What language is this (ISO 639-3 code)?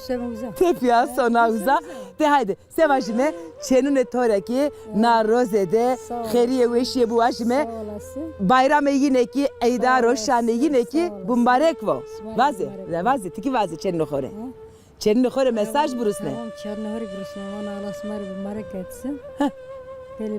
zza